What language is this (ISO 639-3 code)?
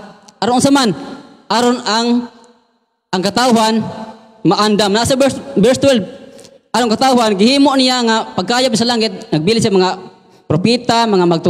ceb